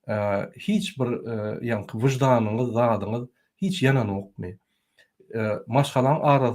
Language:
Turkmen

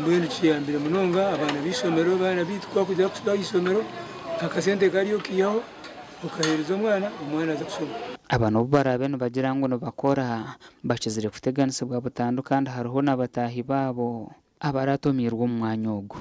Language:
Nyankole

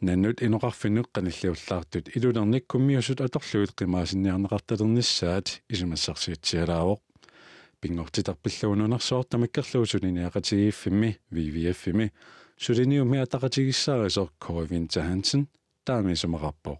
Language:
Kalaallisut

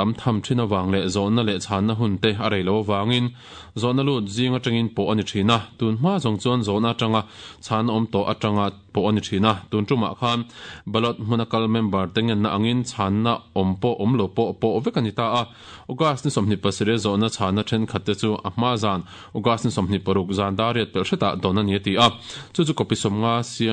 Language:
Mizo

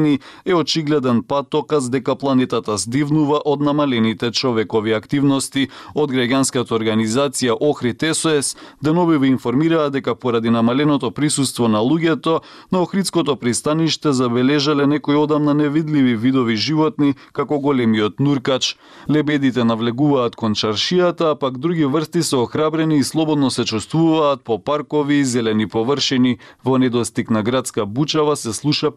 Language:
Macedonian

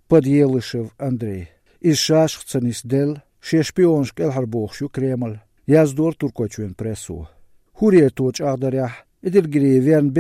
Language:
Chechen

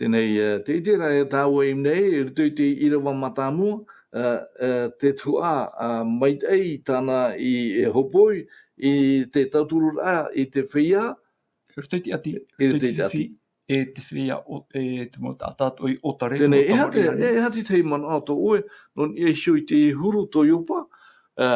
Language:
Tahitian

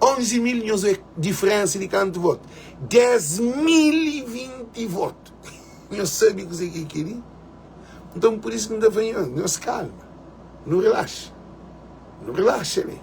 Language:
Kabuverdianu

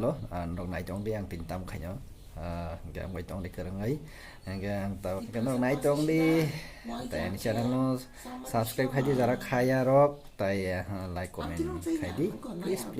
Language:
Kok Borok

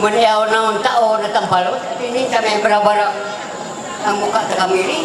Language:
Ma'anyan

